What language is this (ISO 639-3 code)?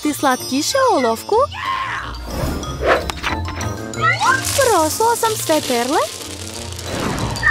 srp